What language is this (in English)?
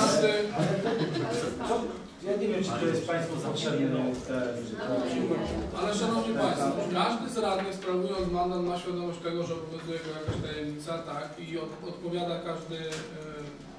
Polish